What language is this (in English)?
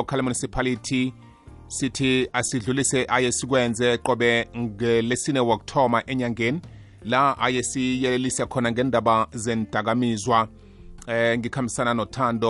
South Ndebele